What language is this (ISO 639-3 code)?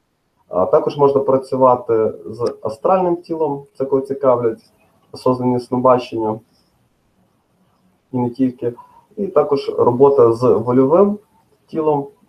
ukr